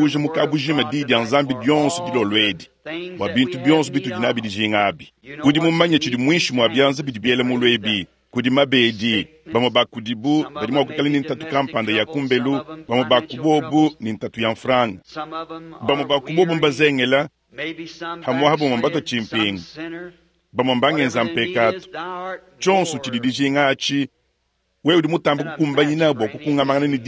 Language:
Luba-Lulua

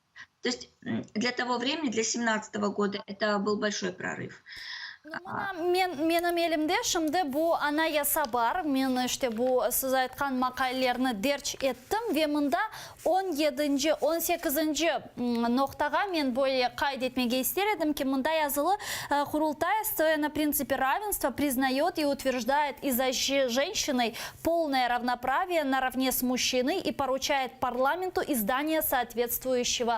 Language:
Crimean Tatar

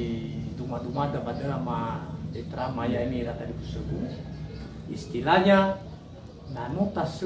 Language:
Nias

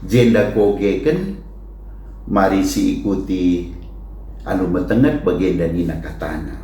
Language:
Batak Karo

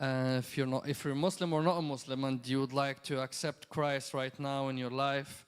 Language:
English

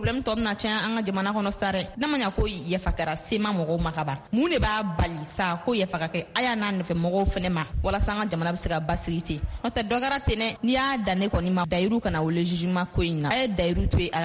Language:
Bambara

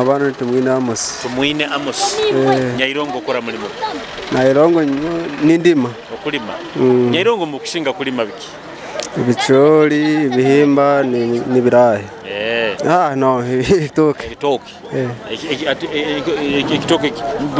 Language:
Nyoro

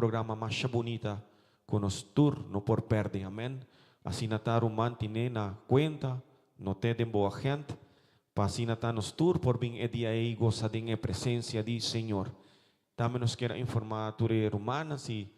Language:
Papiamento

